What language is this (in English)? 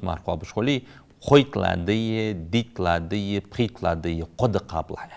Ingush